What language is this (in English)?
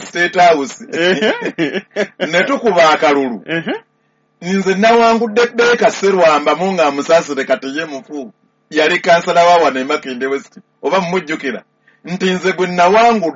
Ganda